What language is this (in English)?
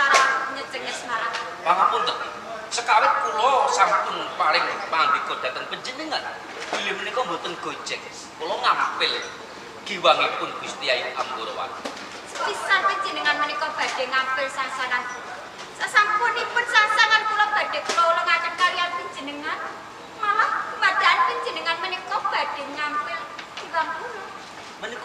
Javanese